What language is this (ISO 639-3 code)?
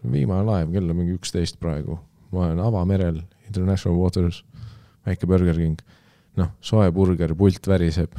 est